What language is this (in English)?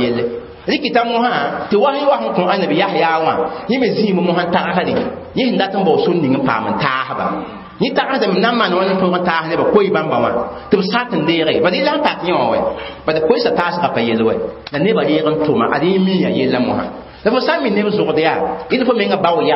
Mossi